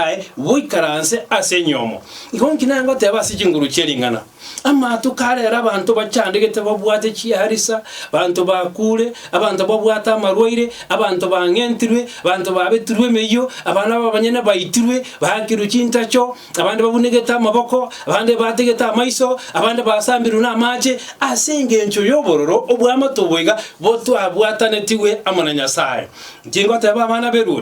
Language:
Gusii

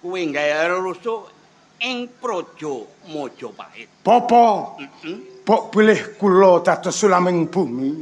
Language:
Javanese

